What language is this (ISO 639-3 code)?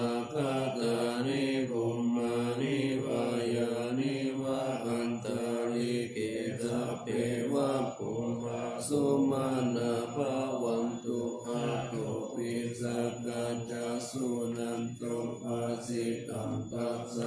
pli